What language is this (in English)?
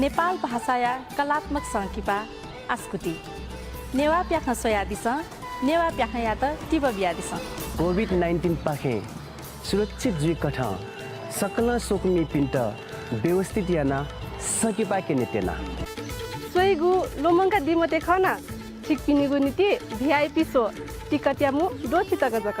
Newari